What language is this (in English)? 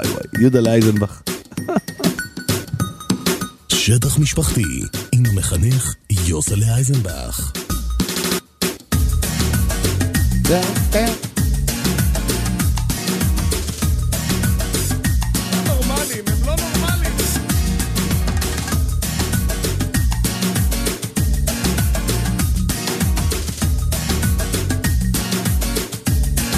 Hebrew